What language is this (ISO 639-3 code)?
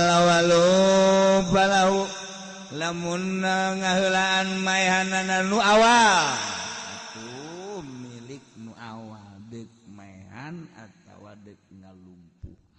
sun